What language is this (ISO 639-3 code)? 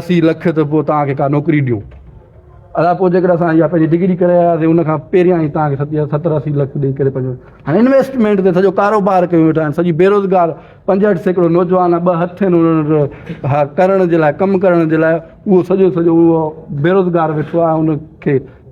snd